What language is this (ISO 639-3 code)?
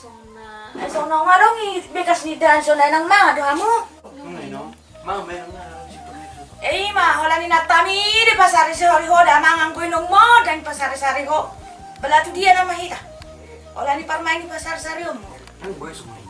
bbc